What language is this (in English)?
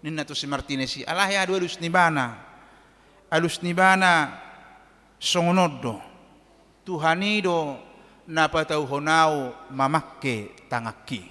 Batak Toba